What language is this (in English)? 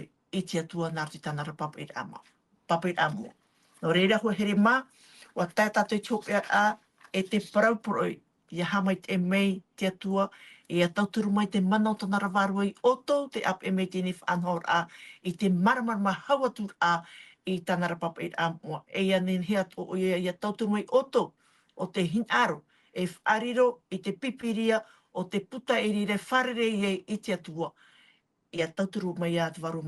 Tahitian